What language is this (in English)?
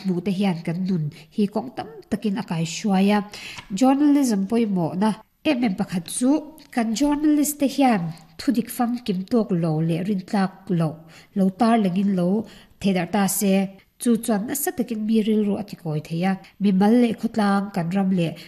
Mizo